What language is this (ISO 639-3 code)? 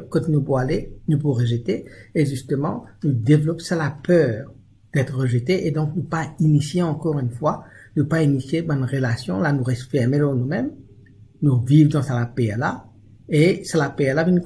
mfe